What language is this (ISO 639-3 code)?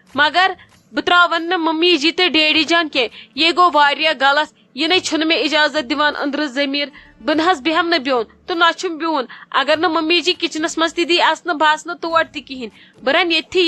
kas